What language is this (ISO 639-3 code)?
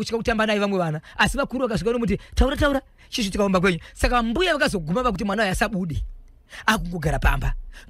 sna